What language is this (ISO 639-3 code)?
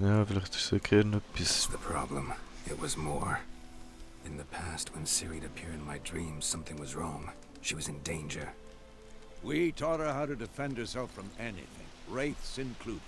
gsw